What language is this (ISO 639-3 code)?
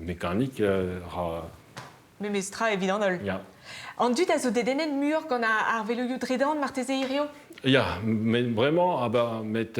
bre